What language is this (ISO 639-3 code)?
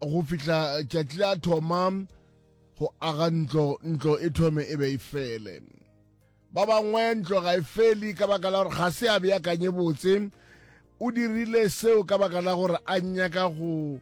nso